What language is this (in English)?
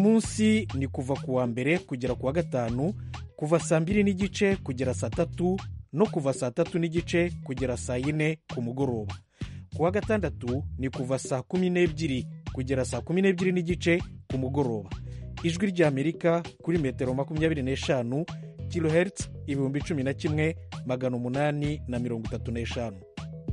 Kinyarwanda